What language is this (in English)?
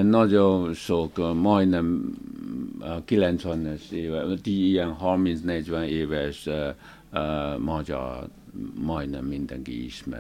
Hungarian